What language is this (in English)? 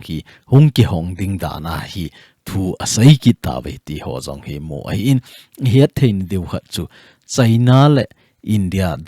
Thado Chin